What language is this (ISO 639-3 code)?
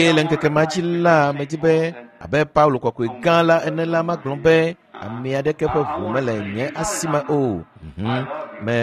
ewe